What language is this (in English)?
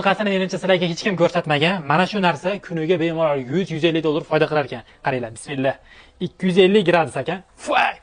Uzbek